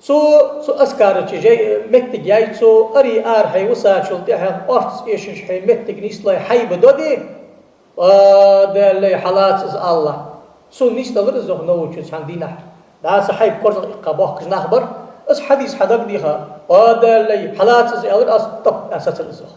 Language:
Ingush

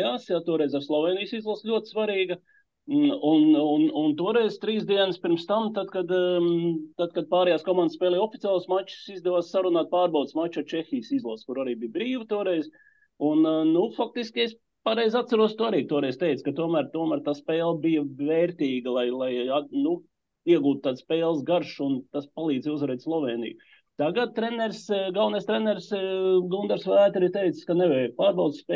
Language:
Latvian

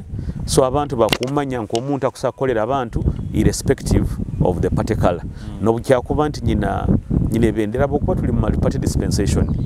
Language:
Nyoro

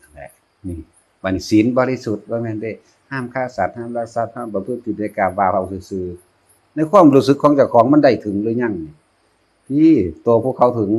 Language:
Northeastern Thai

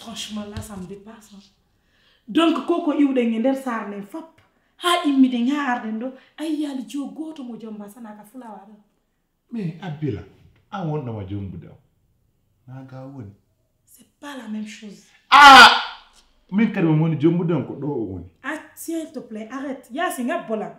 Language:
Pular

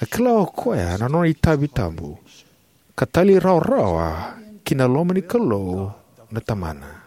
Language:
Fijian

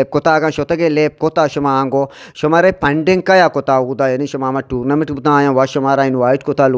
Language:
Eastern Balochi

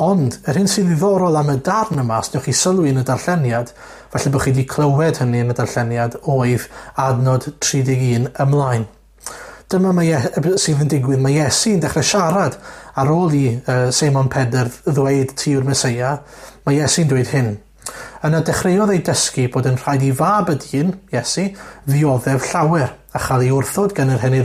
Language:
Welsh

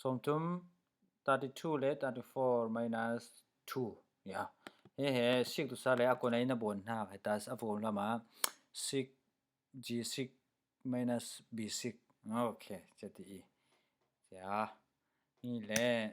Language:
Falam Chin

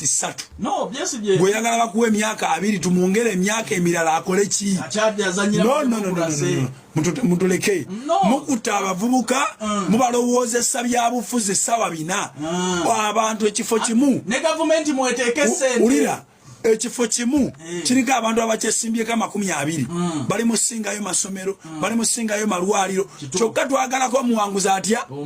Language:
Ganda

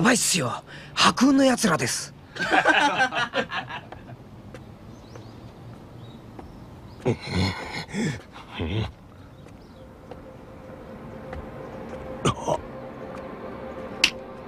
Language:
Japanese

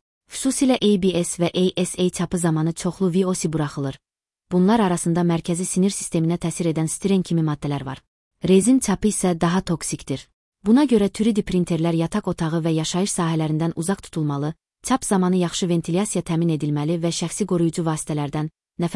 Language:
Azerbaijani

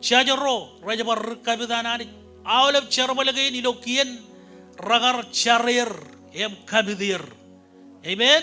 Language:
Marshallese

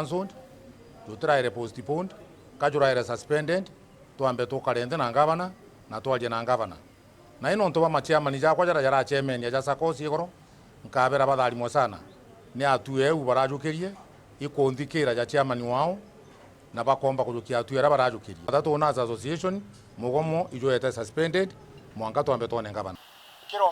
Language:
Meru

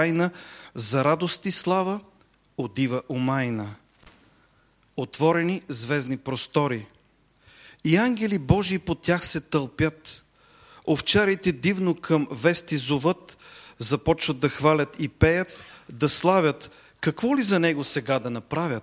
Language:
Bulgarian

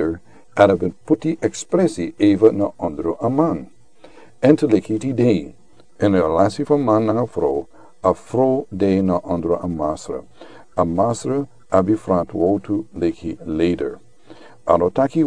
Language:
Sranan Tongo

